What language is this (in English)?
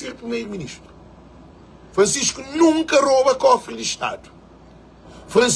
Kabuverdianu